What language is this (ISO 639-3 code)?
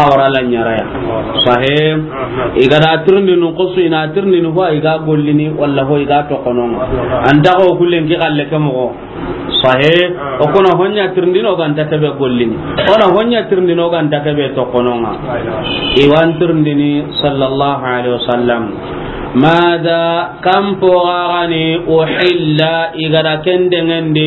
snk